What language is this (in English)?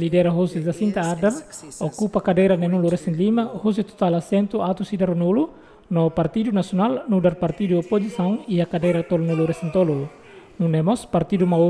Tetum